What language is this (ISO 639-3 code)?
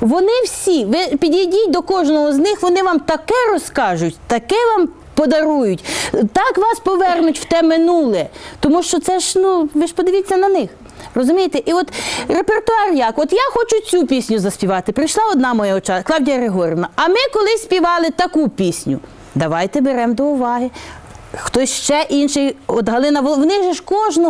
ukr